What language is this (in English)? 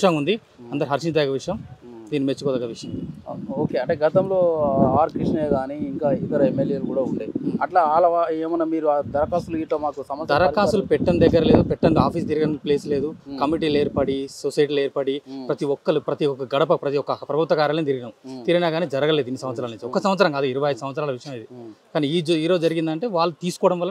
Telugu